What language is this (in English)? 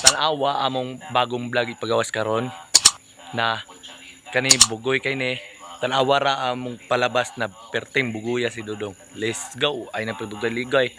Cebuano